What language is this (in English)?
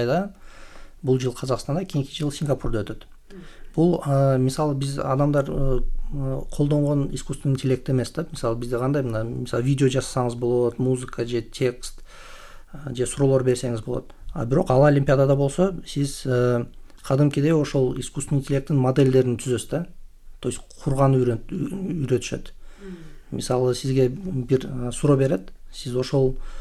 Kyrgyz